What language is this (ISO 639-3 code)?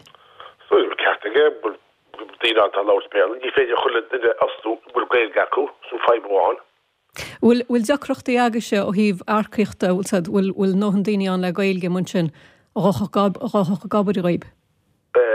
gle